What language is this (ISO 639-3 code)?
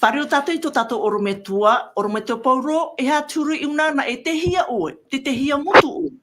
tah